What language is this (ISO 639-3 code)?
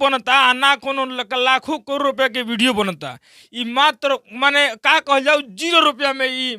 bho